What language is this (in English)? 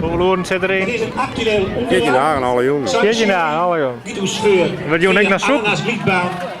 Western Frisian